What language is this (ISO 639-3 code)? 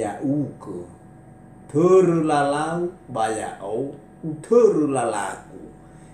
nia